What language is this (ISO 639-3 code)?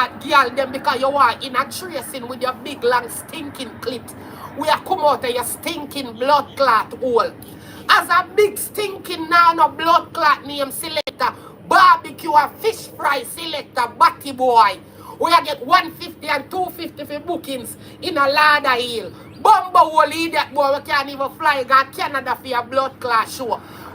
jam